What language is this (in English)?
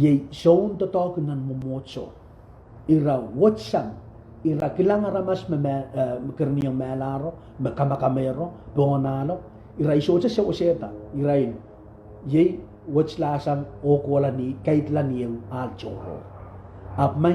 Pohnpeian